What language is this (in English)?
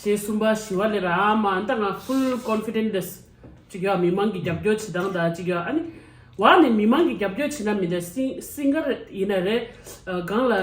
Tibetan